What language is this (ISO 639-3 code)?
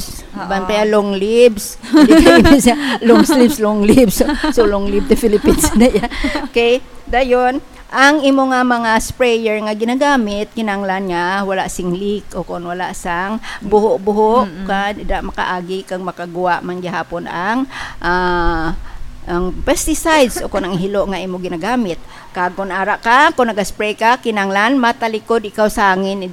hil